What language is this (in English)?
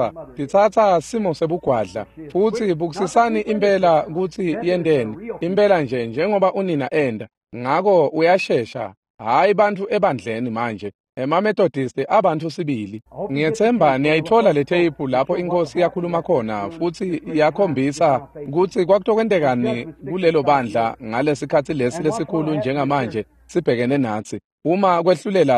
Swati